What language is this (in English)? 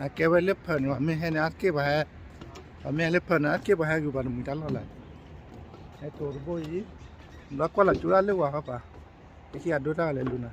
S'gaw Karen